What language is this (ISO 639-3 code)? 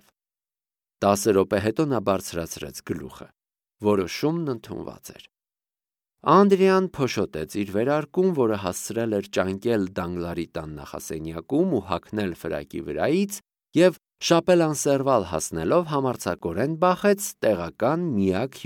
hye